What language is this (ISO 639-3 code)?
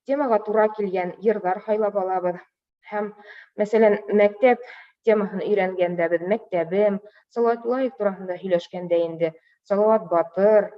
bak